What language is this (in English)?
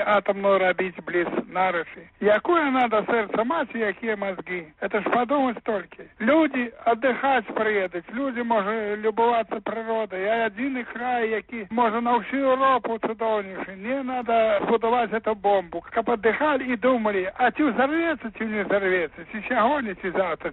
Belarusian